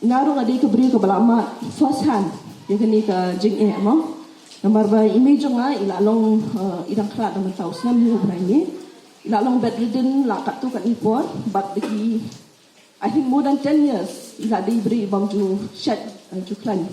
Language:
Pnar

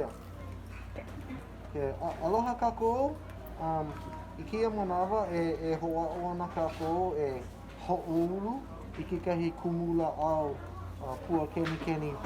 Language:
Hawaiian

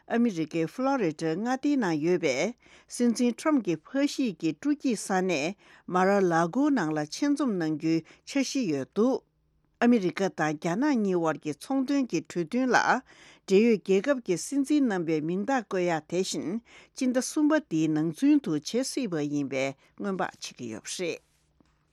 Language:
Tibetan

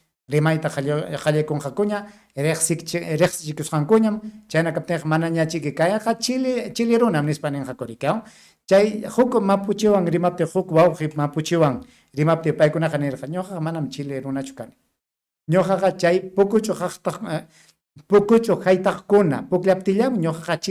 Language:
Ayacucho Quechua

